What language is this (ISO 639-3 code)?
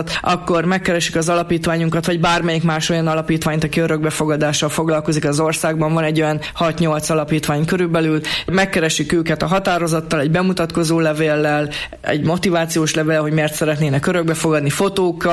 hun